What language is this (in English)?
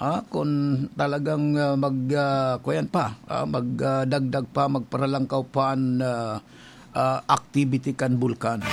Bikol